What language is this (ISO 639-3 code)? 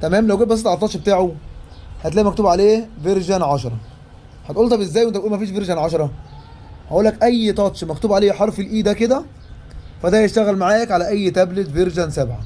arz